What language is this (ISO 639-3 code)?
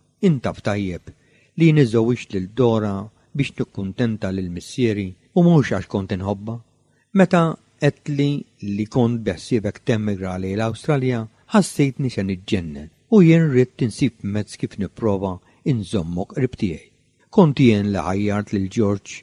mlt